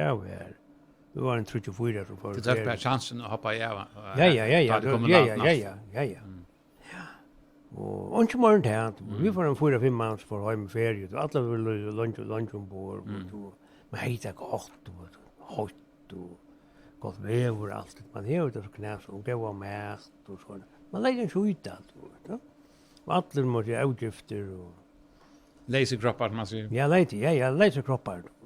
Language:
Faroese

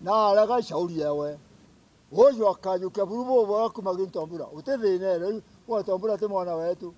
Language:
Meru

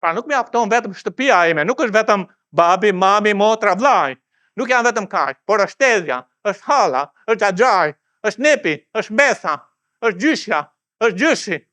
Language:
Albanian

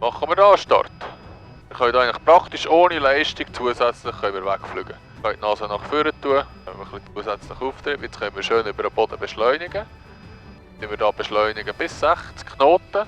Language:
Swiss German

